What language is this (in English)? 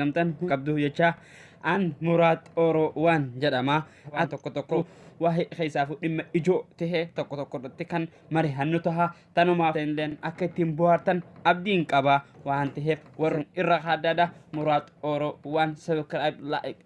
Oromo